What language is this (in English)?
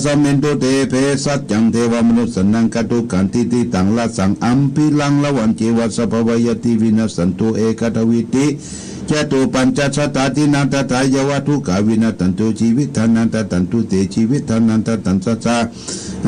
Pali